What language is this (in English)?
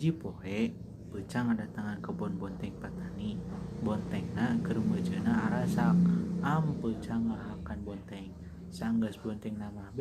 Sundanese